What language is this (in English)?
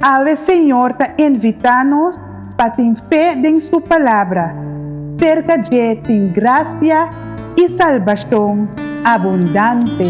Papiamento